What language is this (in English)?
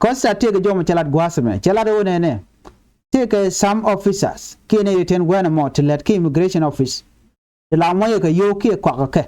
Nuer